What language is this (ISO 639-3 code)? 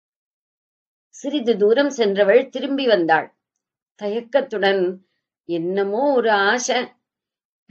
tam